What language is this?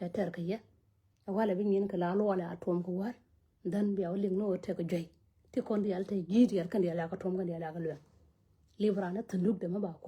Nuer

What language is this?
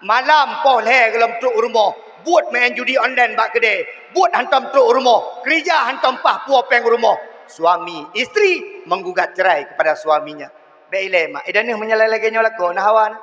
Achinese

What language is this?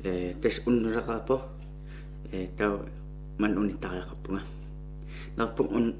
Kalaallisut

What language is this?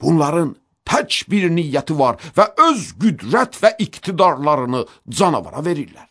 Azerbaijani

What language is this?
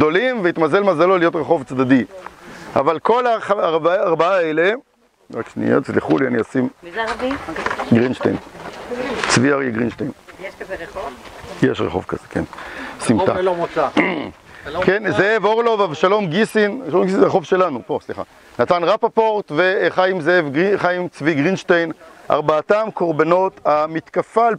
Hebrew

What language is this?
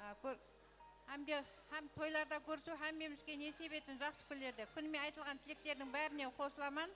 Kara-Kalpak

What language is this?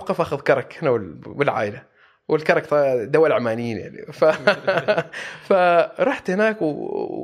Gulf Arabic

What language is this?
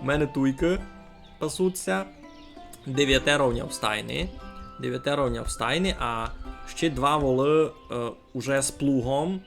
Rusyn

